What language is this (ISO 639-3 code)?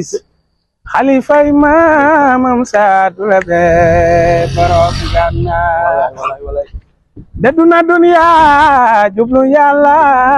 wol